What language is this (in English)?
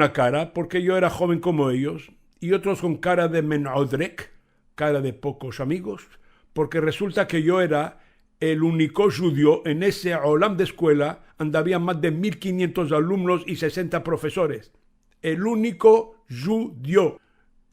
Ladino